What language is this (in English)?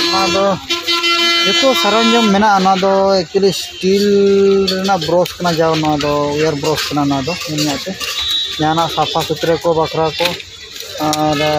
Santali